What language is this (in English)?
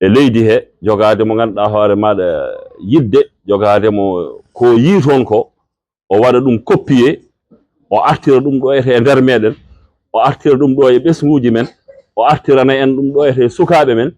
Fula